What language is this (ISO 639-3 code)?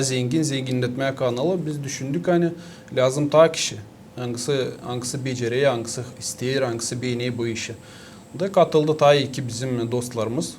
gag